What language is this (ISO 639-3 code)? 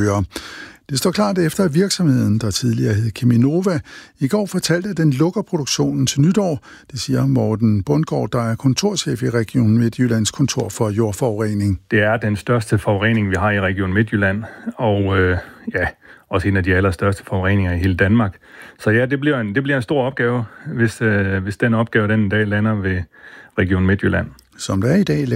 dan